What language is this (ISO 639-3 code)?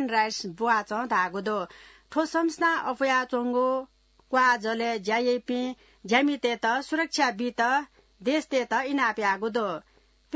new